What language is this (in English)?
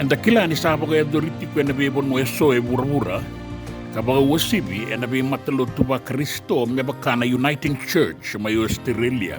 Fijian